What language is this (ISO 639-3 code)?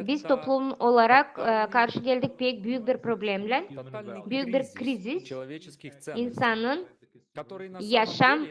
gag